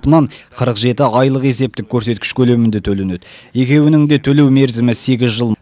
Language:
Kazakh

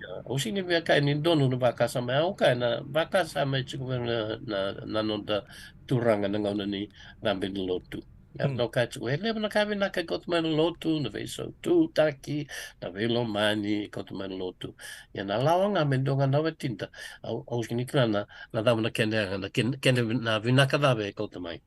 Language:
Fijian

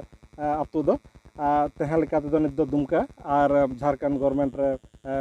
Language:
Santali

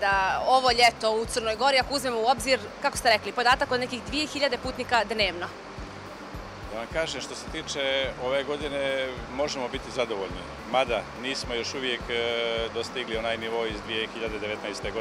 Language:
Serbian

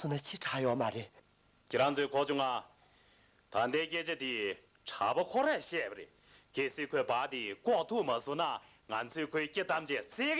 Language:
Tibetan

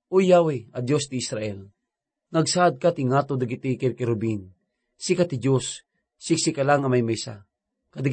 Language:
Iloko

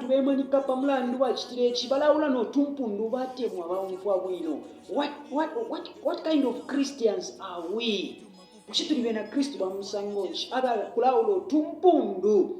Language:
Bemba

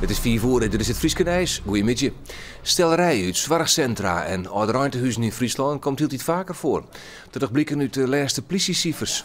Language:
Western Frisian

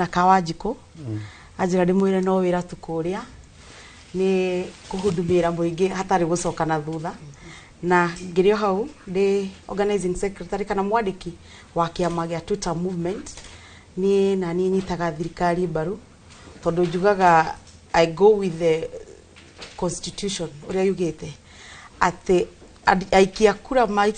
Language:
Kikuyu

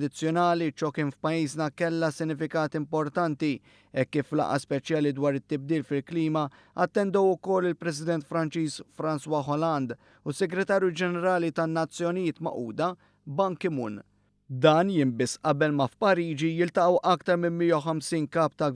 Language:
Maltese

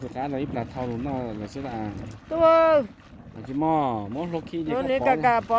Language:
Hmong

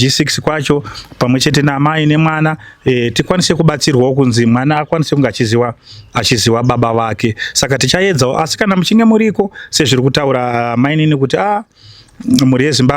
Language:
Shona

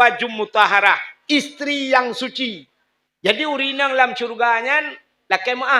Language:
Achinese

